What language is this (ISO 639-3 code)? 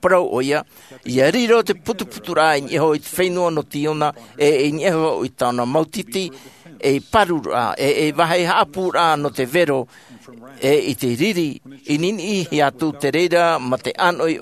tah